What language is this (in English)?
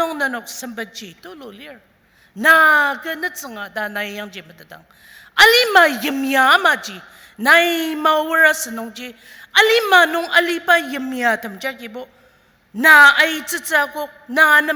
Ao Naga